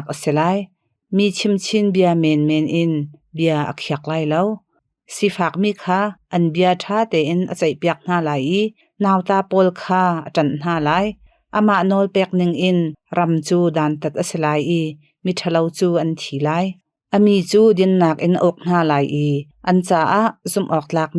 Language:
Hakha Chin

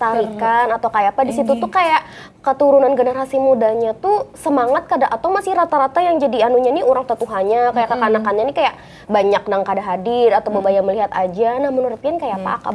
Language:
Banjar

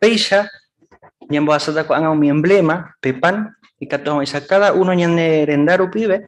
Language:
Guarani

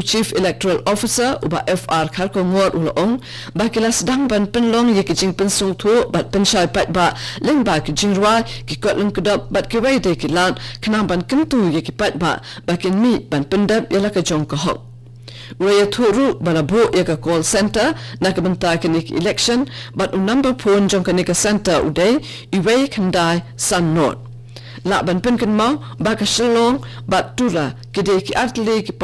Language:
Khasi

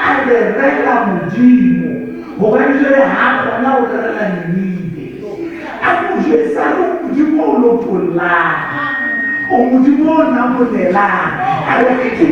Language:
Southern Sotho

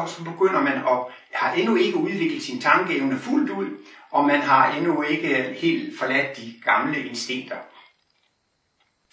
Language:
Danish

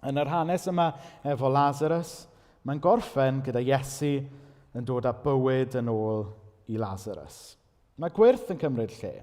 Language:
Welsh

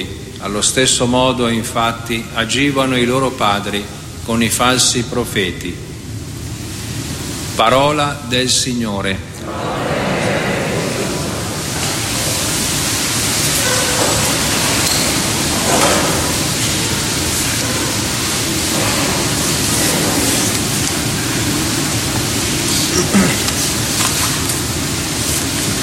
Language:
Italian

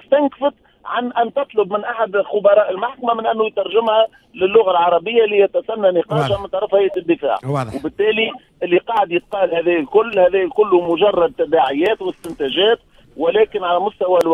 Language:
Tunisian Arabic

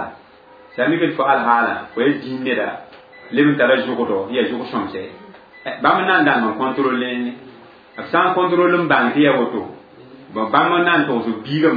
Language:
Mossi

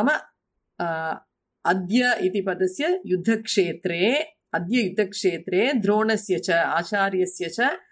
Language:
Sanskrit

